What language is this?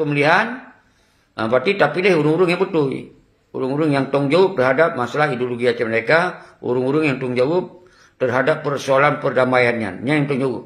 Achinese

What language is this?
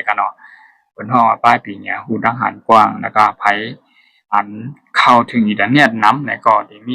Shan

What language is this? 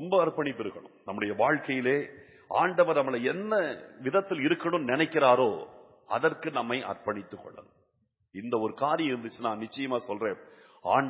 Tamil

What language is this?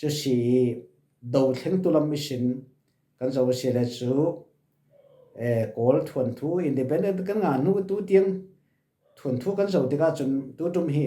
Falam Chin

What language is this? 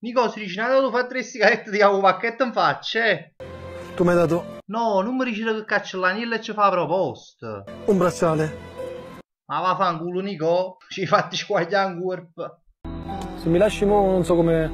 Neapolitan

